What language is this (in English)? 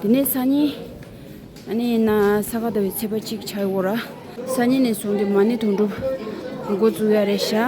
Tibetan